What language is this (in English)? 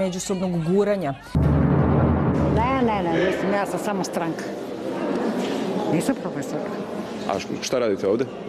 Serbian